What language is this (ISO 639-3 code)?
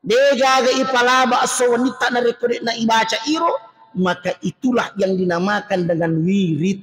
bug